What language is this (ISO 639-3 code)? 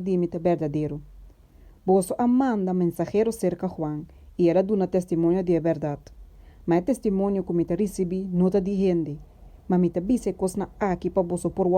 pap